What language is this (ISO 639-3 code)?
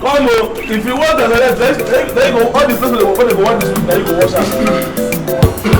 pcm